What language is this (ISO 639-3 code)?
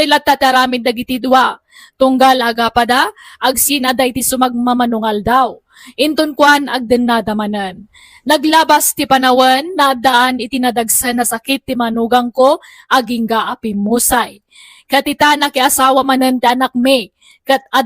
ilo